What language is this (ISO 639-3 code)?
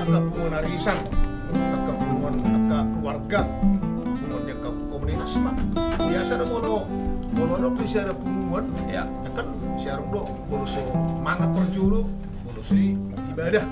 bbc